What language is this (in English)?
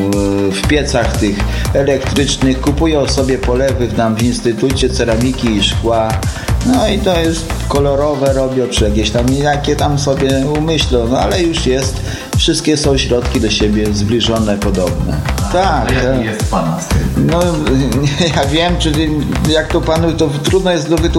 Polish